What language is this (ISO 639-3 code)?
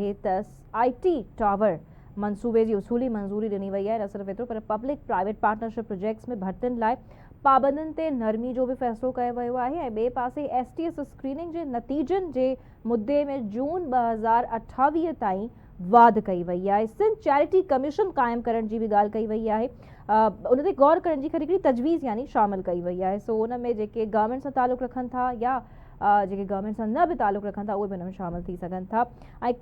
snd